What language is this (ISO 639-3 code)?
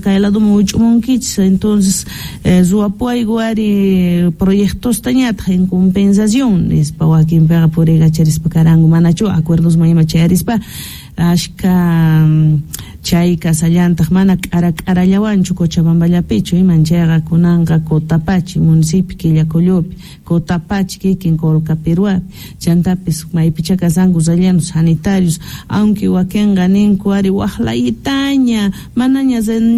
quh